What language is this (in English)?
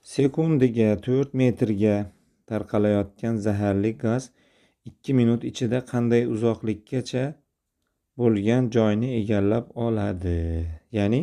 Uzbek